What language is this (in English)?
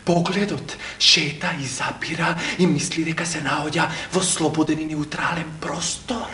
Macedonian